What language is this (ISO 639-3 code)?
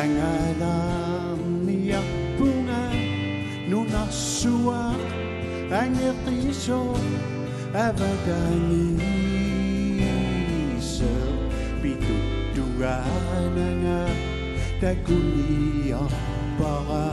kal